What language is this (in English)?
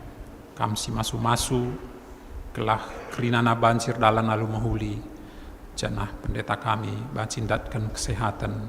Batak Karo